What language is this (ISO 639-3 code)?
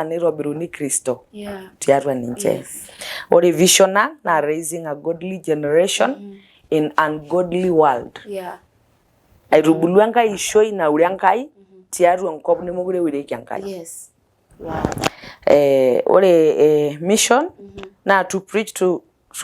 mas